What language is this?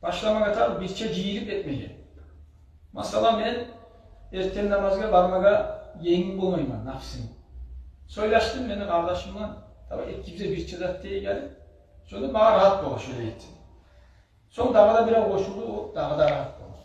Kumyk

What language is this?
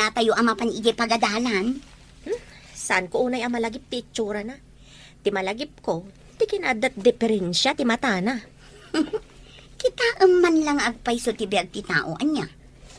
Iloko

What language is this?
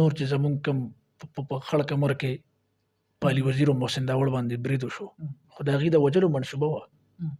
Pashto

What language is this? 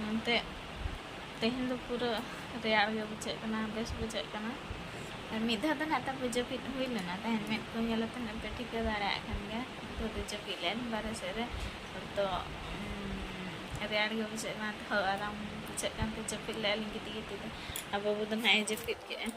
Santali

